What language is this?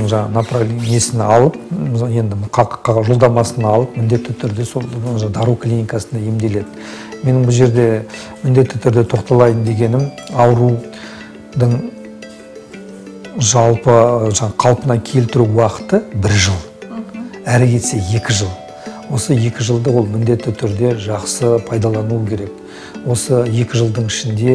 Kazakh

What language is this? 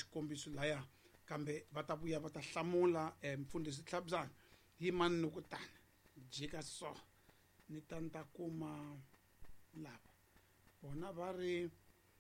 Tsonga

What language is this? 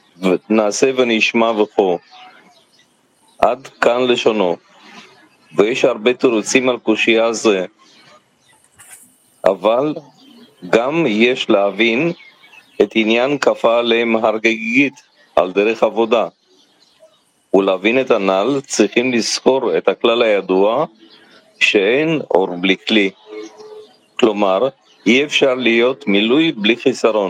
Hebrew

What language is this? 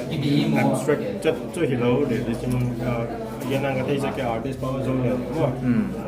Paite Chin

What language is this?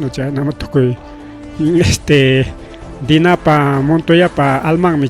Ayacucho Quechua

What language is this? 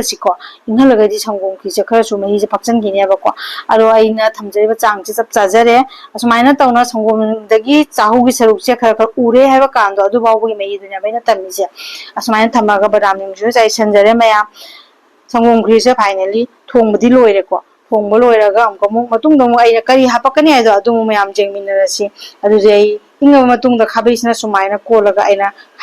Manipuri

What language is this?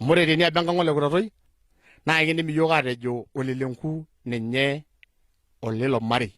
Masai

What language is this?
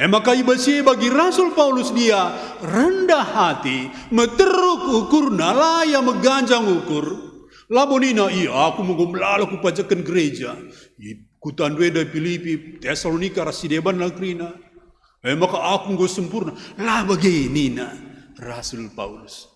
Batak Karo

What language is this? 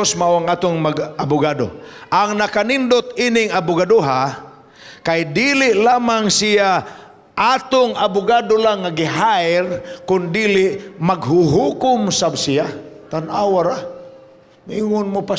Cebuano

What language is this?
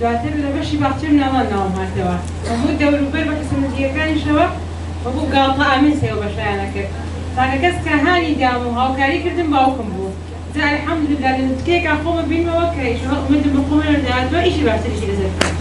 Central Kurdish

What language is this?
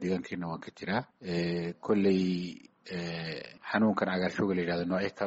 Somali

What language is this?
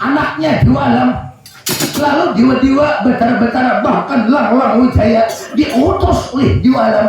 Banjar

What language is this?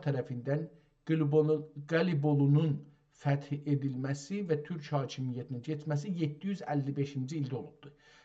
South Azerbaijani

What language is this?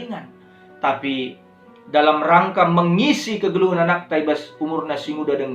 Batak Karo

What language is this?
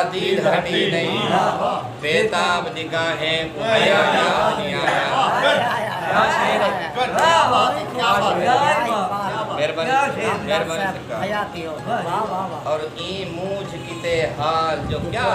Saraiki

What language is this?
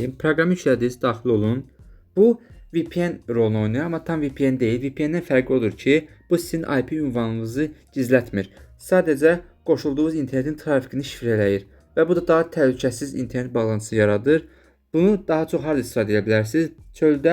Azerbaijani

